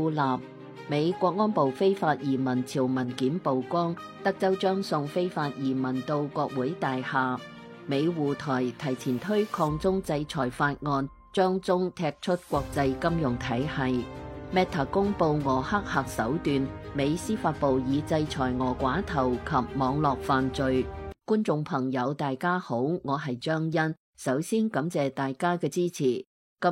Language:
Cantonese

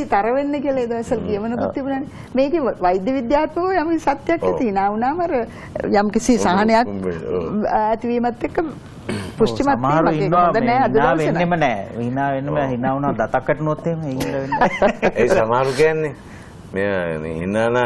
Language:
Sinhala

